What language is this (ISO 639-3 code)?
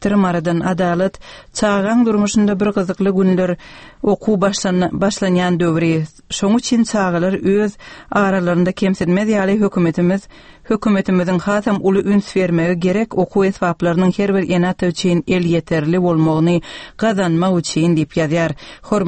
tuk